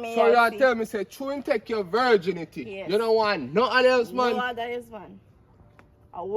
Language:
Jamaican Creole English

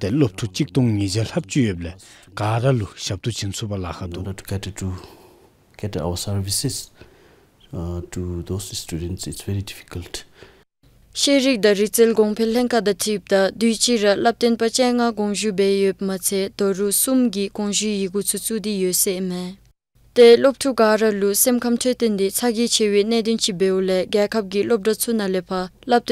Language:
Dzongkha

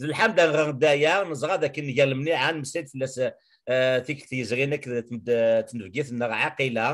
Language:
Kabyle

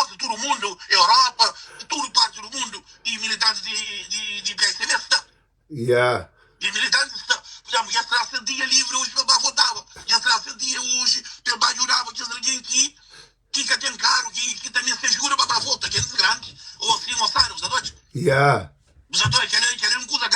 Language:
Kabuverdianu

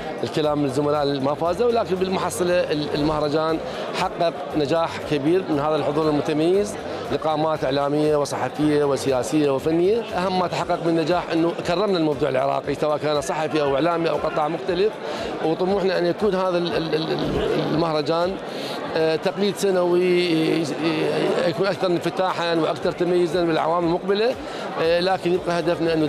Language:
Mesopotamian Arabic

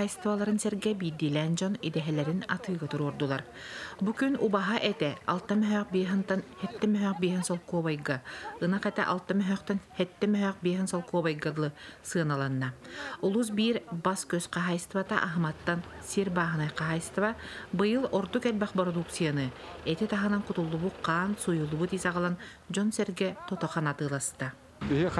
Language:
Yakut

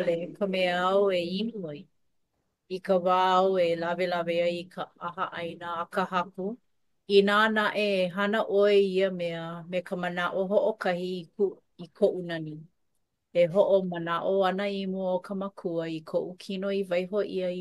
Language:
Hawaiian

